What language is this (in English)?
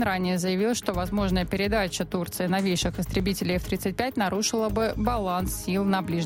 Russian